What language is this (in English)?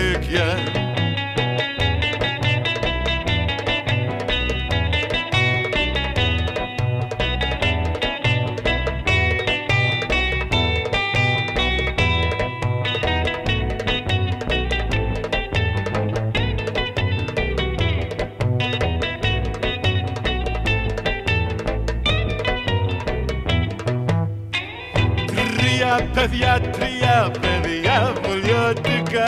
Greek